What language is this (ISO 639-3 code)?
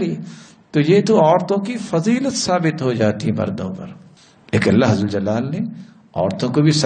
urd